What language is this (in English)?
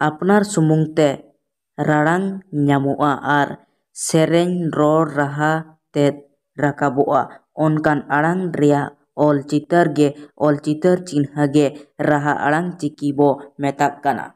Santali